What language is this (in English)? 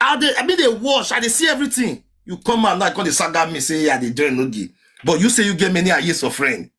Nigerian Pidgin